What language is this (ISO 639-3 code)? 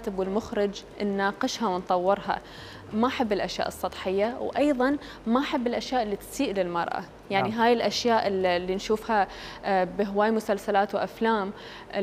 acm